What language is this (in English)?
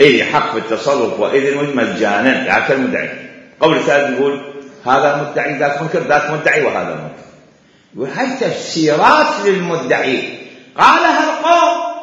Mesopotamian Arabic